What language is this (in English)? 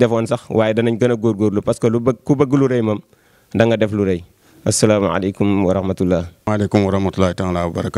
Wolof